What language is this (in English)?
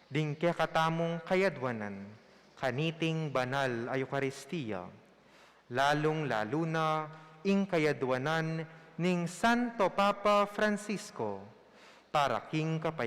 Pampanga